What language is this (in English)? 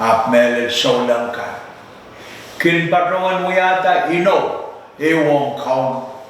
Pohnpeian